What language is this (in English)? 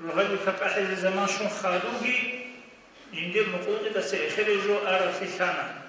Avaric